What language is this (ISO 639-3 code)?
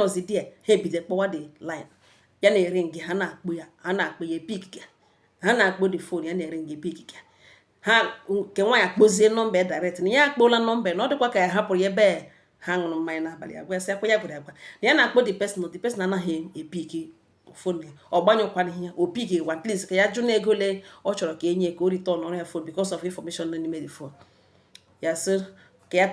ibo